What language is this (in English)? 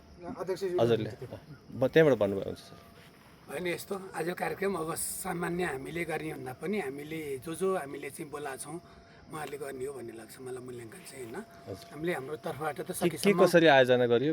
Nepali